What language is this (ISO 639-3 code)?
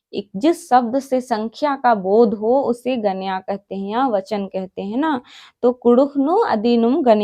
kru